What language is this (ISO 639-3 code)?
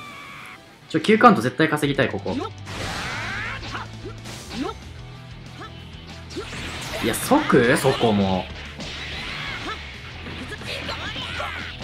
jpn